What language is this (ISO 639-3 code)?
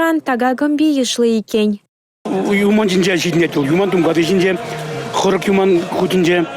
chv